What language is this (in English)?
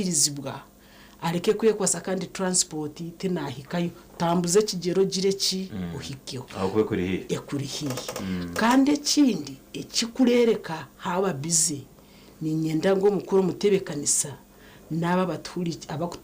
Nyankole